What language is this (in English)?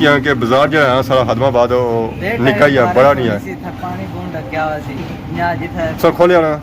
Pahari-Potwari